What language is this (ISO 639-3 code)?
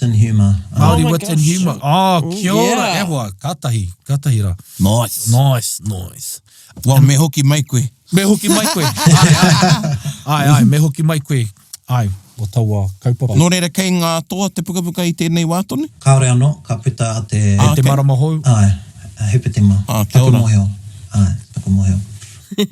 mri